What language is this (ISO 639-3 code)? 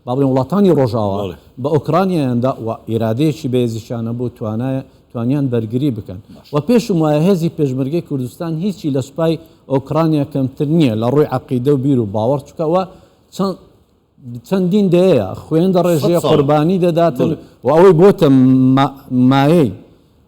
ckb